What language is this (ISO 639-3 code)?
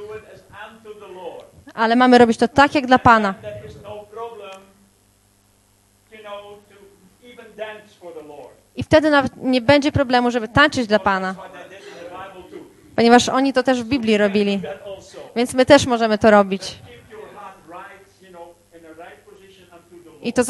pol